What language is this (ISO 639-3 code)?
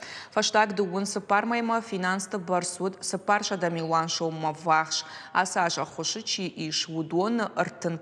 oss